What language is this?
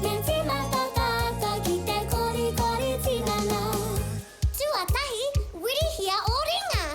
Māori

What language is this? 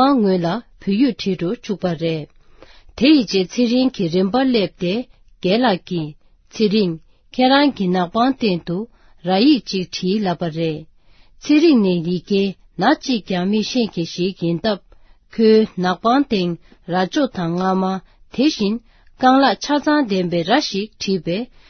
Tibetan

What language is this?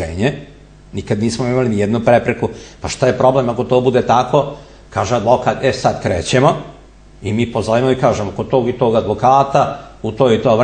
Serbian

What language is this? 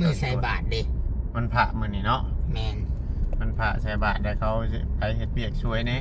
Northeastern Thai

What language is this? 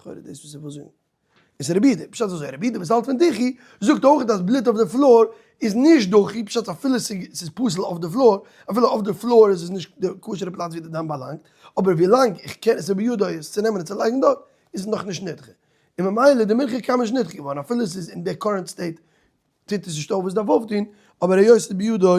Yiddish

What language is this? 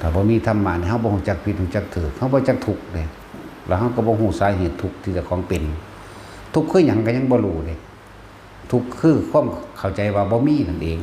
Northeastern Thai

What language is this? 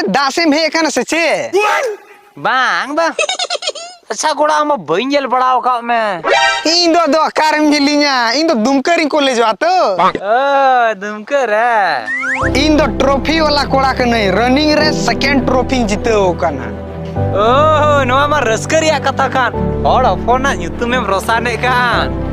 Santali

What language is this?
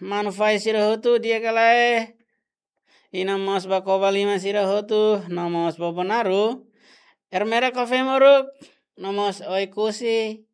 Tetum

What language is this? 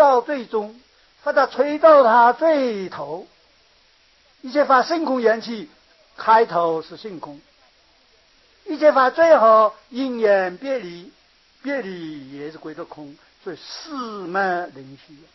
Chinese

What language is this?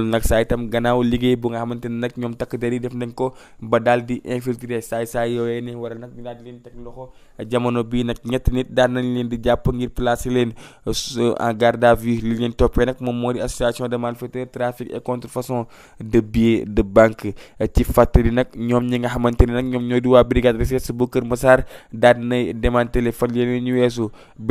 Wolof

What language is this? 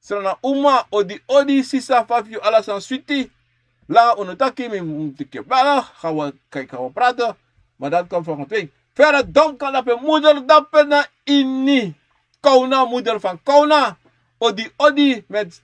Sranan Tongo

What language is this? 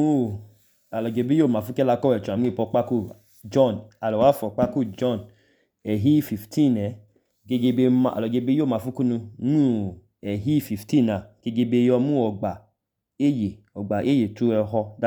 Idoma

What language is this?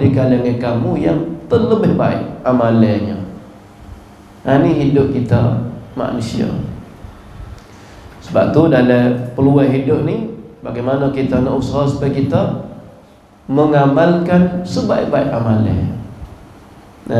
Malay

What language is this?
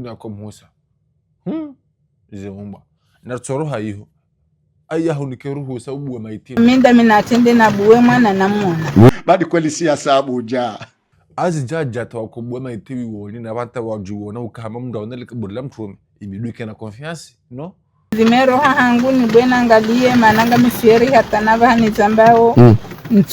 Ngazidja Comorian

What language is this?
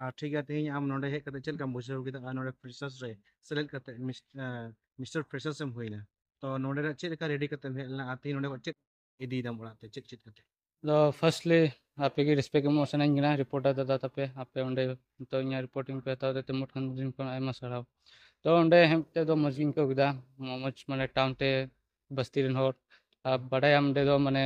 Santali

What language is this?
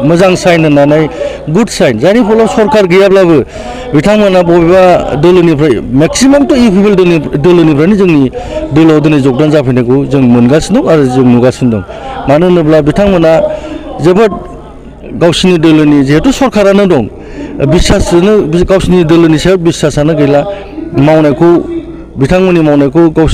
Bodo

